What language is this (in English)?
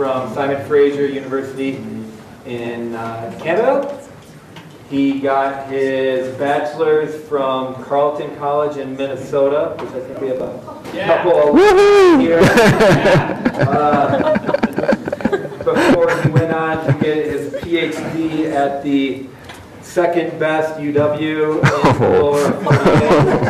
English